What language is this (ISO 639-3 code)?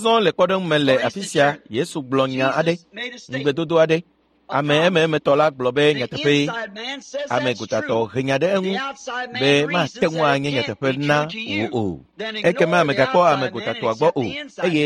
ewe